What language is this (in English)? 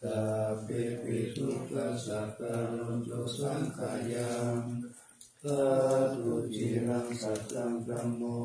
Pali